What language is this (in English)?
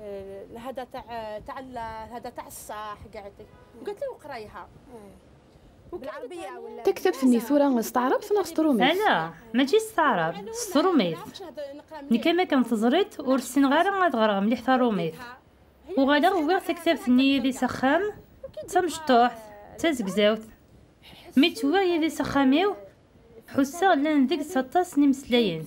Kabyle